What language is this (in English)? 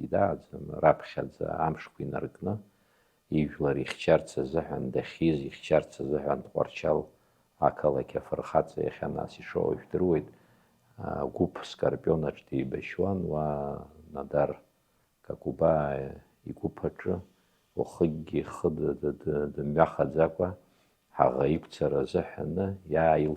Abkhazian